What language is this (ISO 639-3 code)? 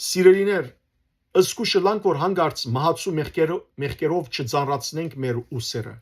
hyw